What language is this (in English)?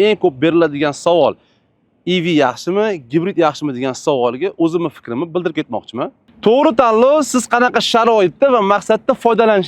Uzbek